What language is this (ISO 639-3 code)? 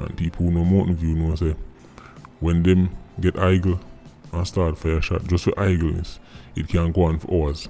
jam